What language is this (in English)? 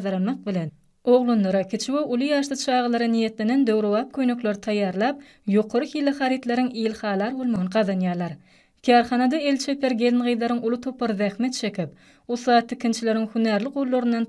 Turkmen